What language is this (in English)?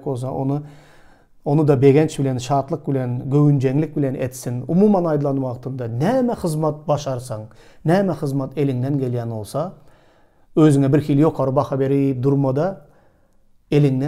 Turkmen